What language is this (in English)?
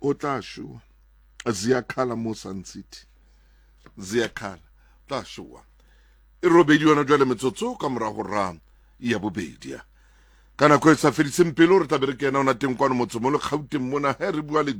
Southern Sotho